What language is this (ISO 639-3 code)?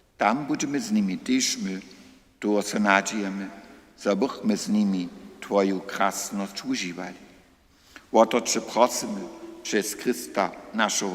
hsb